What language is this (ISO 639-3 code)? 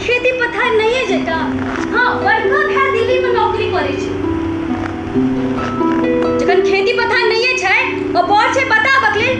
mai